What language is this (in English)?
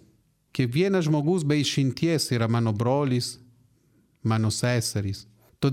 Lithuanian